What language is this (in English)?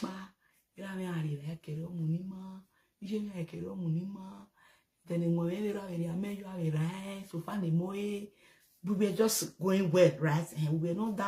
Nigerian Pidgin